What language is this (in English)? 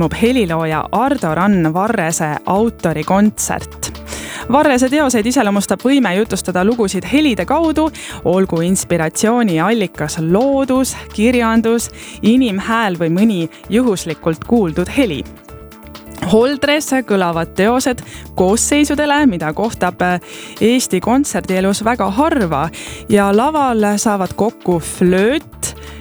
Estonian